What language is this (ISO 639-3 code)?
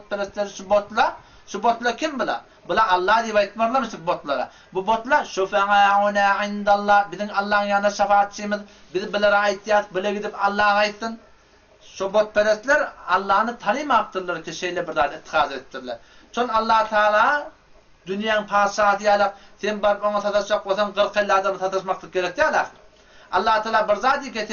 tuk